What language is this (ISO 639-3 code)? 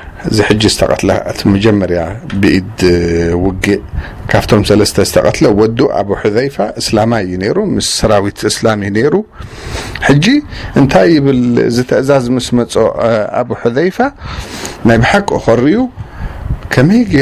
tir